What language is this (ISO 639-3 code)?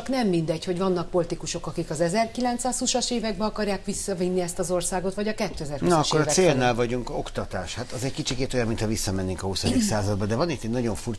hun